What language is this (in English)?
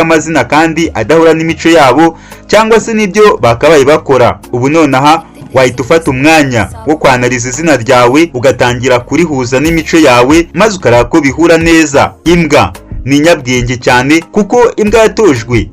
Kinyarwanda